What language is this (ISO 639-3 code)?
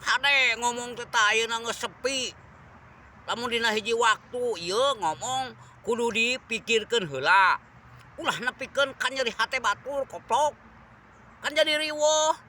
sun